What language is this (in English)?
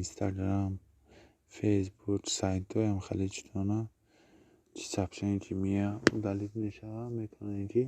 Tajik